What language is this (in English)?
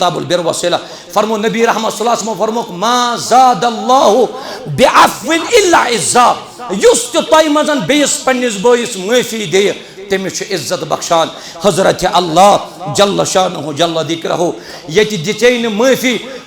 Kashmiri